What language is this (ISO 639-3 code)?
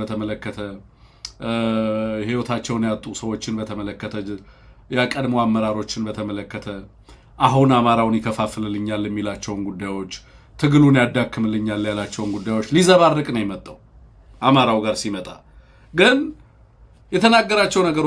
amh